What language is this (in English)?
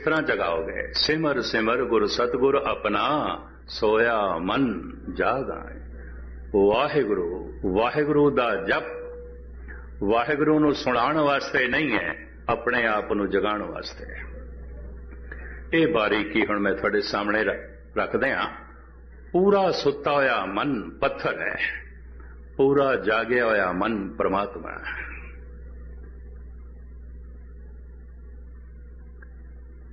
Punjabi